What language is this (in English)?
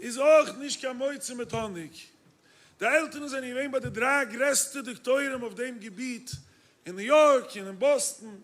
Yiddish